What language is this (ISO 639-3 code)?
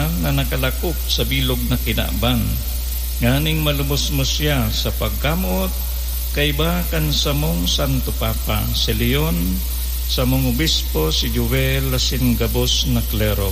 bik